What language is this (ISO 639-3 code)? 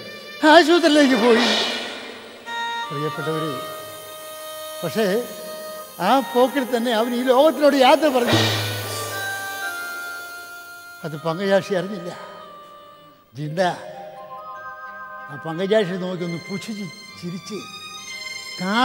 mal